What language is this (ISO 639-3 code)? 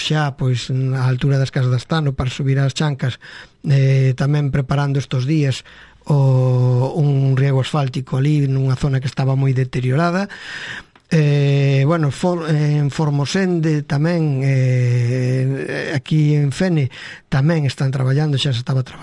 glg